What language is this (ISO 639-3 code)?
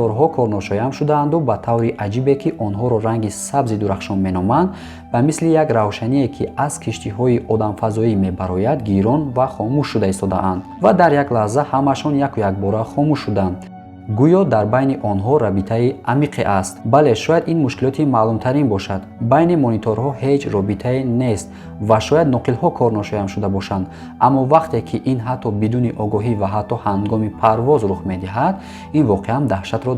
tgk